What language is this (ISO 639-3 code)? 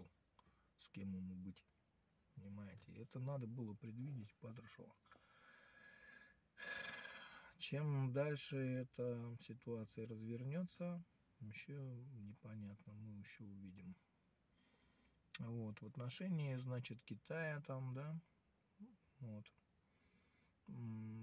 rus